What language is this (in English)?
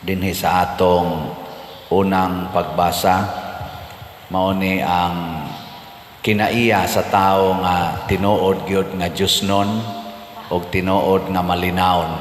Cebuano